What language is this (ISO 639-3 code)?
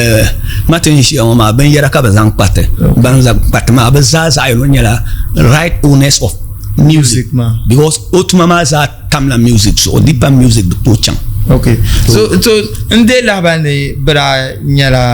dag